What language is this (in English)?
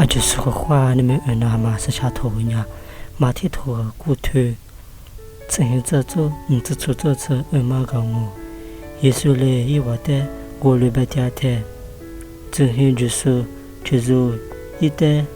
Lisu